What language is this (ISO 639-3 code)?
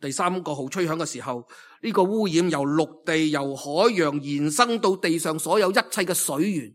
yue